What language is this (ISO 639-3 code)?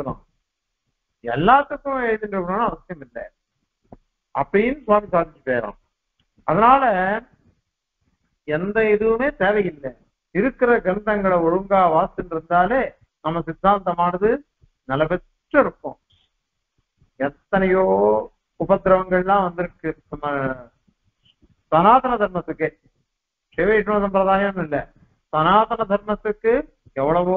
tam